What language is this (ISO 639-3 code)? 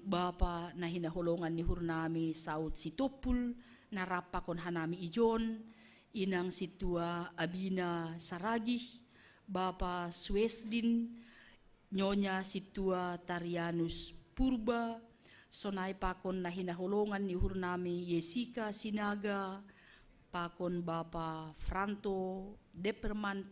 bts